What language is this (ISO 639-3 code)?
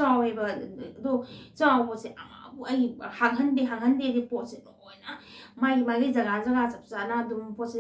mni